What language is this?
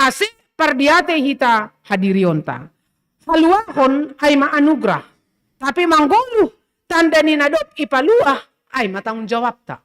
Batak Simalungun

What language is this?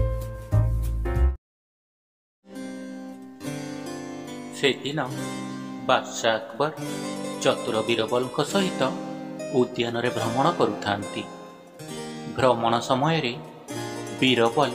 Odia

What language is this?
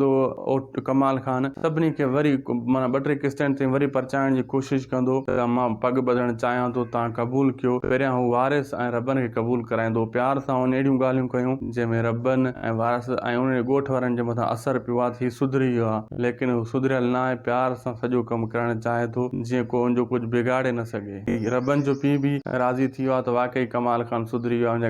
Sindhi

